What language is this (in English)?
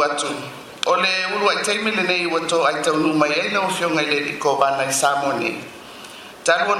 Samoan